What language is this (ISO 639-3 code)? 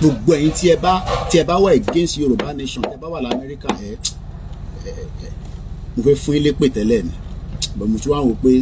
yor